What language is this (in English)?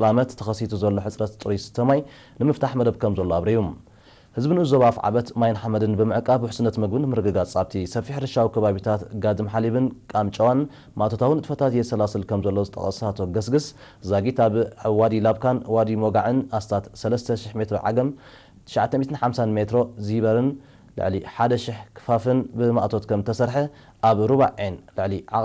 Tigrinya